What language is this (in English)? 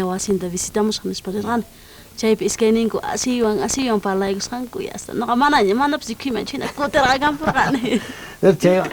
South Bolivian Quechua